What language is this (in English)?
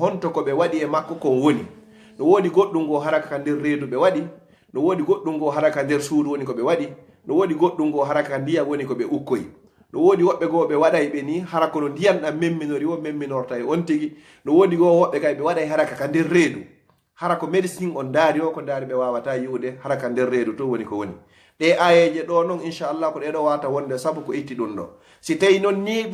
Fula